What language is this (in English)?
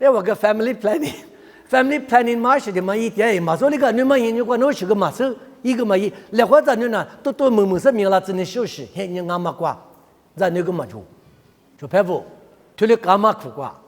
Lisu